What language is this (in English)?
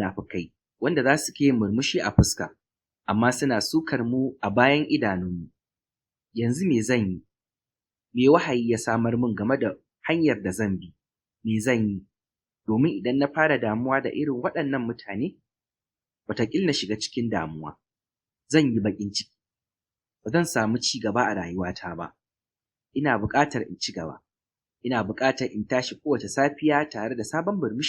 Hausa